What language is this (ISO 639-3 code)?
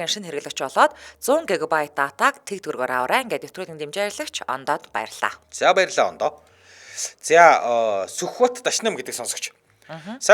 mon